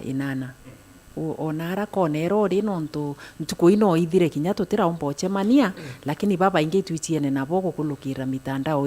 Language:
Meru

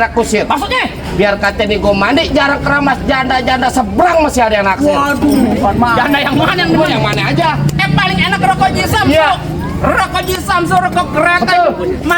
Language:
Betawi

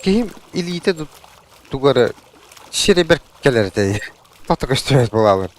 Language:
Yakut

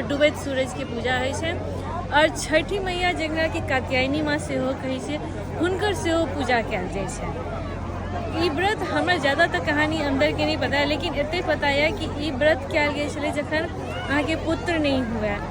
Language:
Maithili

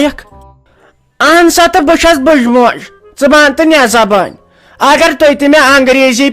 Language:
Kashmiri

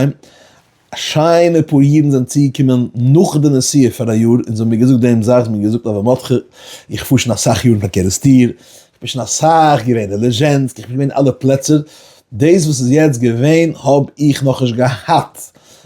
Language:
Yiddish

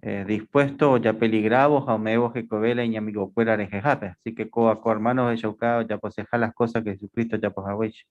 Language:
Guarani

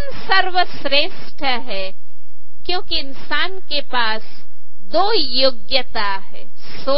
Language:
Hindi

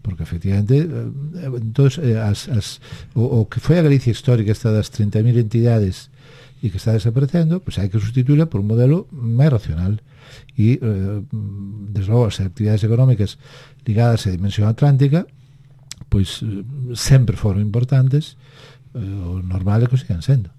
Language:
Galician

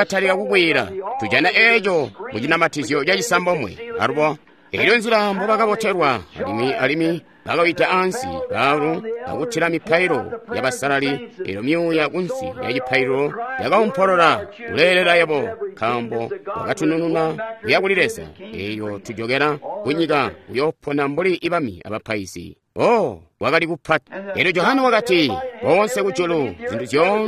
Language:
Tonga (Zambia)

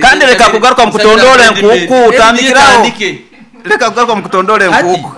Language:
Nyankole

